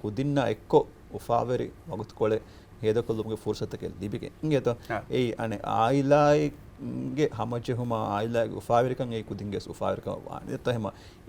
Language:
Divehi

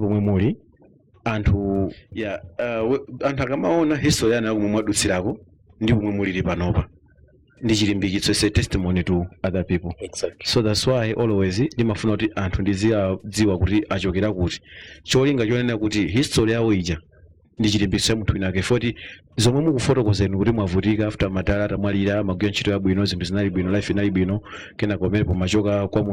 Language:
Nyanja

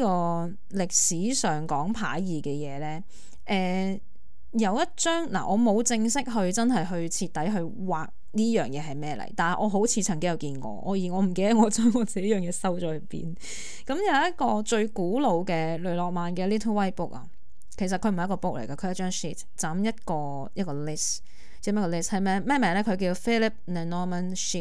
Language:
Cantonese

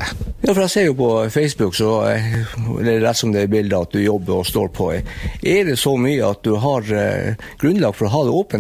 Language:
Norwegian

